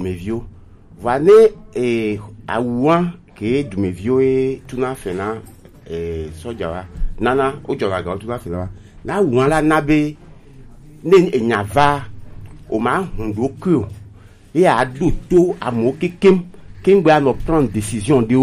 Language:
Gen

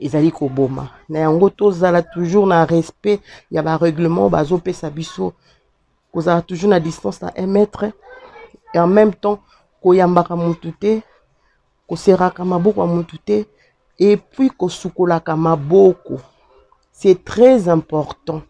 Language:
Lingala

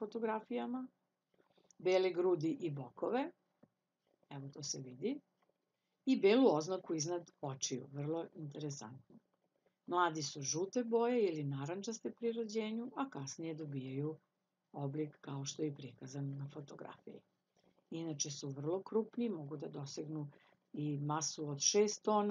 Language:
Serbian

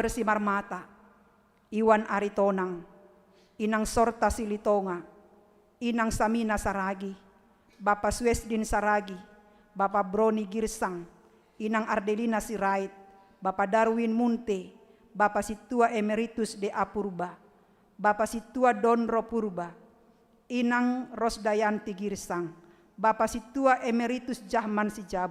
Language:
Batak Simalungun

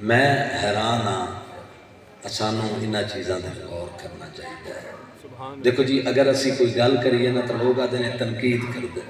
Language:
Saraiki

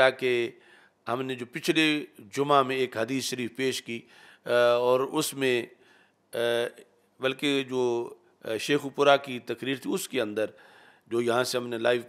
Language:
Urdu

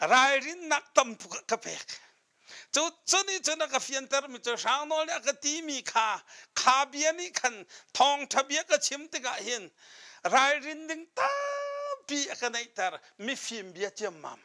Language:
Hakha Chin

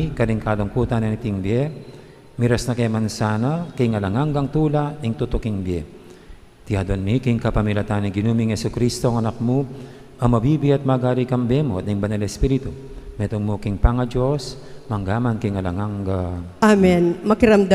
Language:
Pampanga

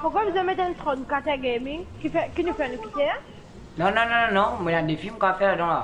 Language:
Morisyen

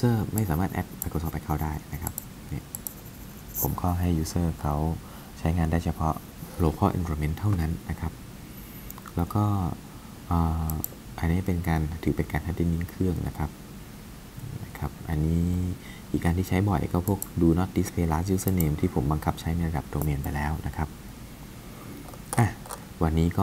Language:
Thai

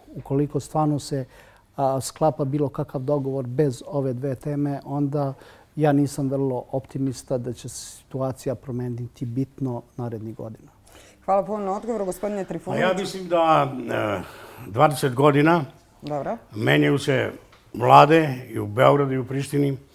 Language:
Serbian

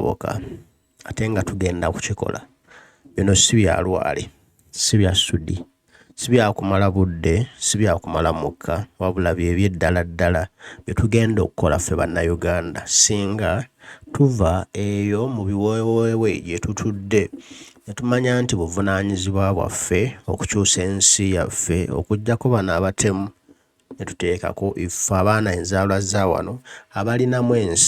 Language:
Ganda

